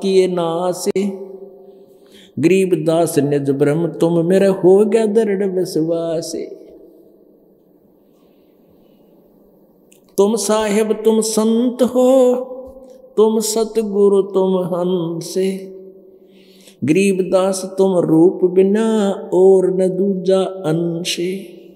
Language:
Hindi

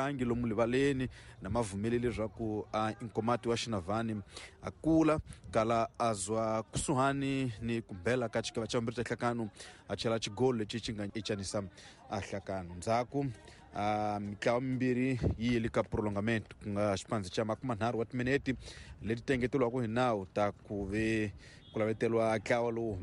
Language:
Tsonga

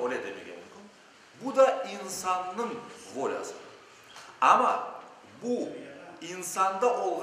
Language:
Crimean Tatar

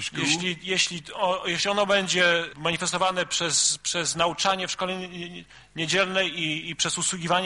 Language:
Polish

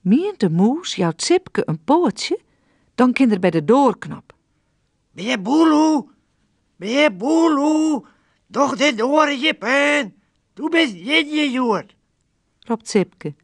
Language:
Western Frisian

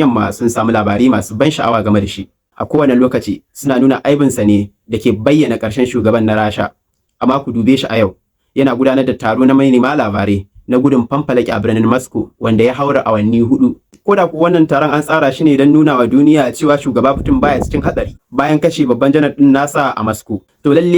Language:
Hausa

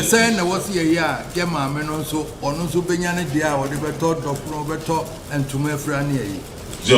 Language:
Akan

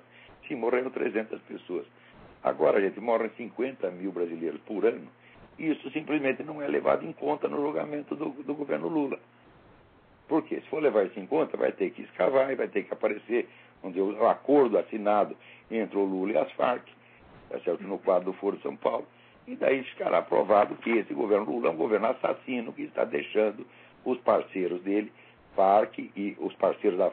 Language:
Portuguese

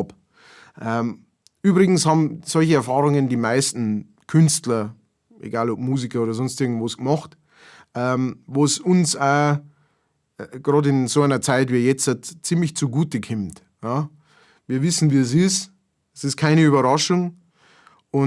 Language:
Bavarian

